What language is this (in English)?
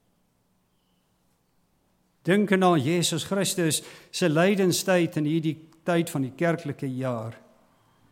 Afrikaans